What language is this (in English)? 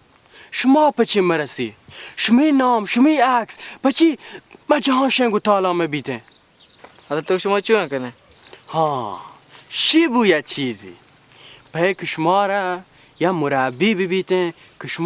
Baluchi